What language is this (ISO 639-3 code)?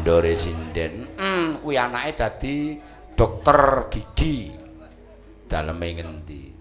jav